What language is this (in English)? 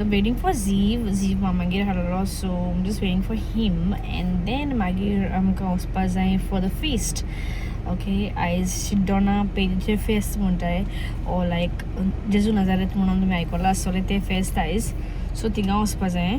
Konkani